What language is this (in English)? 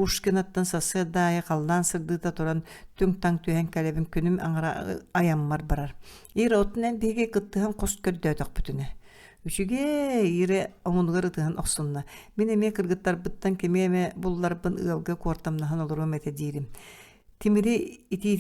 Yakut